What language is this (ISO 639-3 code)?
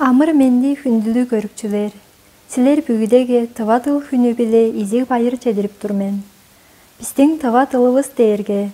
tyv